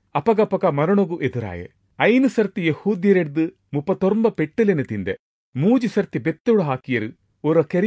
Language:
Tulu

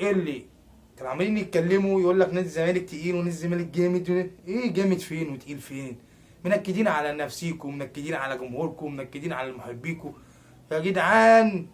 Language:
Egyptian Arabic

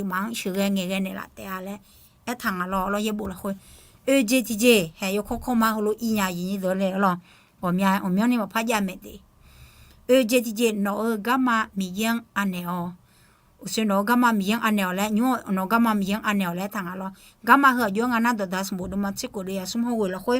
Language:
Akha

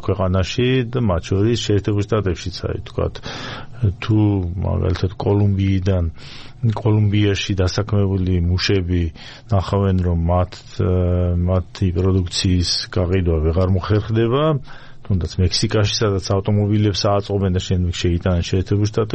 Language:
Georgian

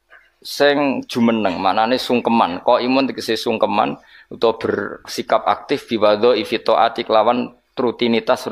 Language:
Javanese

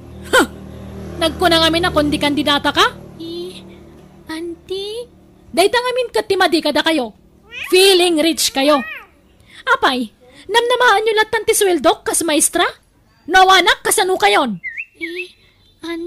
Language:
Iloko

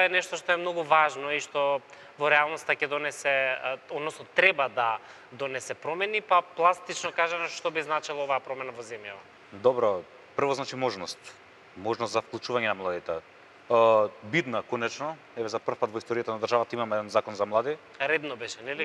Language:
Macedonian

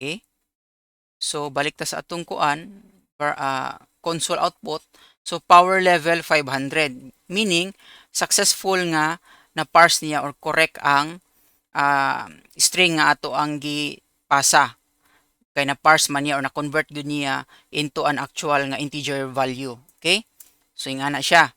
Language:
Cebuano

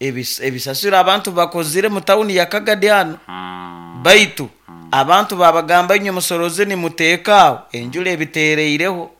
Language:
Nyoro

